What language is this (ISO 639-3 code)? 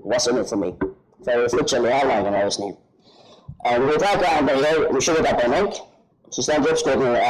fao